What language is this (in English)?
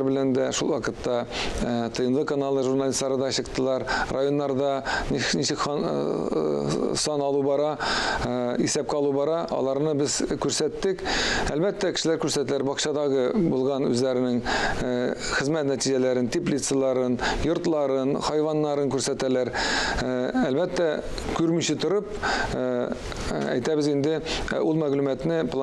Tatar